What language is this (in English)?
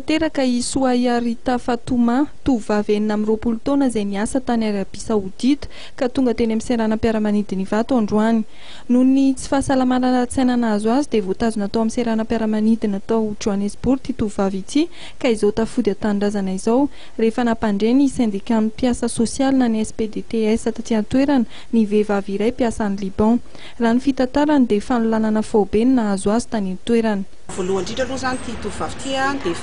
Malagasy